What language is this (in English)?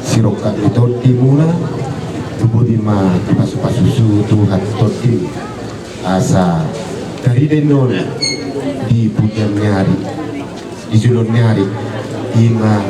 Batak Toba